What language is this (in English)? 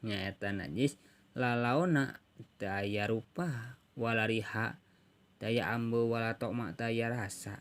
Sundanese